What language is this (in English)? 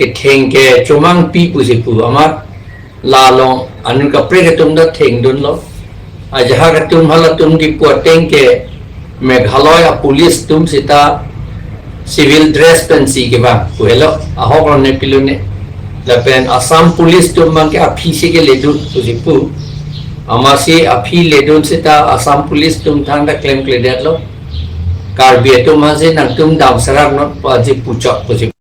Karbi